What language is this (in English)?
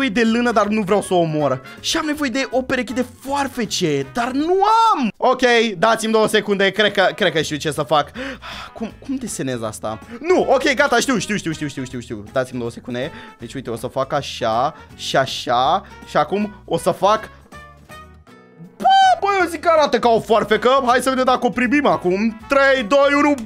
Romanian